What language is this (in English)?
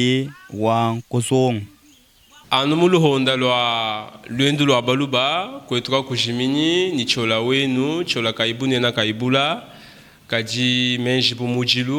Luba-Lulua